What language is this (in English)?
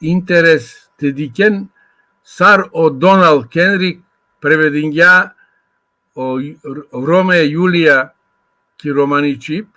Balkan Romani